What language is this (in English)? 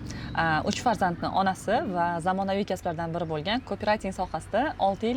Uzbek